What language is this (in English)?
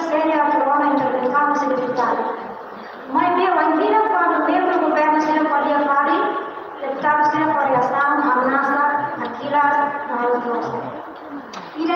Tetum